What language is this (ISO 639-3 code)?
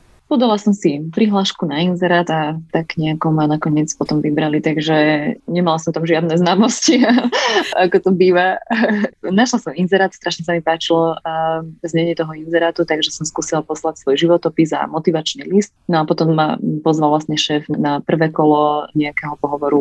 slk